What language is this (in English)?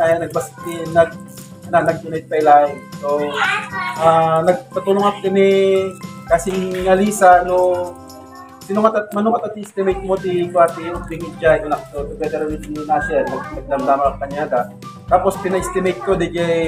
Iloko